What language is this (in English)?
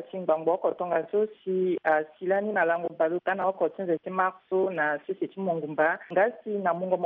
Sango